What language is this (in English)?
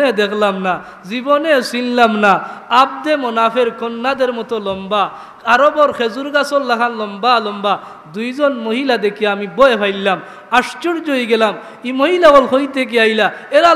Sylheti